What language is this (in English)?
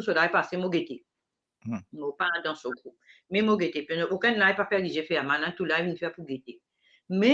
Morisyen